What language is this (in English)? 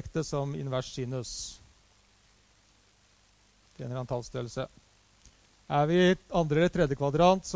Norwegian